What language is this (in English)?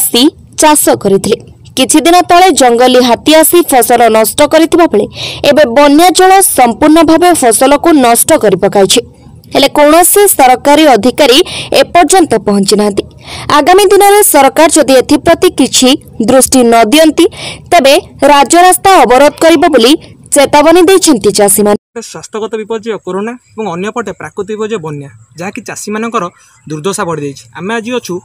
Odia